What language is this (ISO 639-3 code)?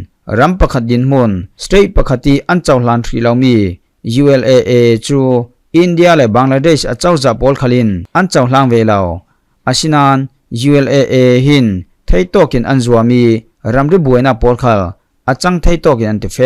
cfm